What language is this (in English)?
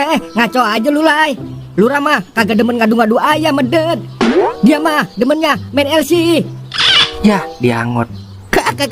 Betawi